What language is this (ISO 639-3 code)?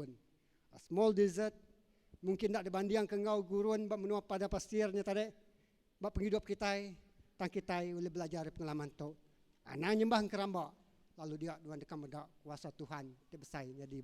iba